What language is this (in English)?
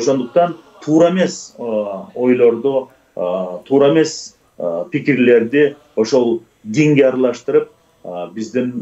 Kyrgyz